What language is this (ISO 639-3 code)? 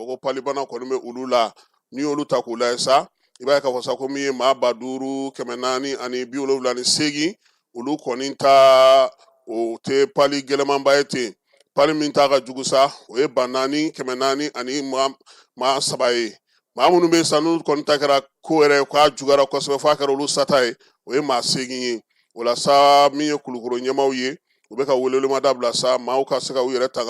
bam